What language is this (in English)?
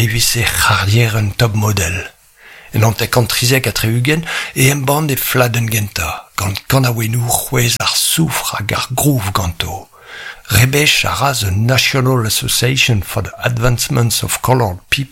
Breton